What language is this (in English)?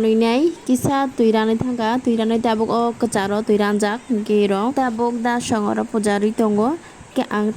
Kok Borok